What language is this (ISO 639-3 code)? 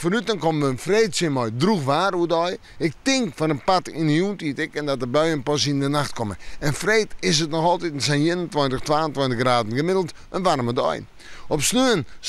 fry